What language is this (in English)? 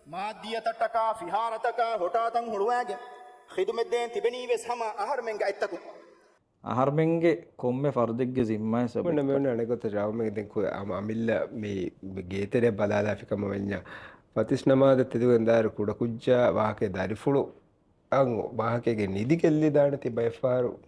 Divehi